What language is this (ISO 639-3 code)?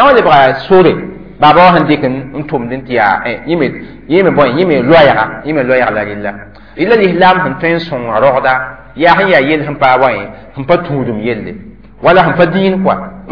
mos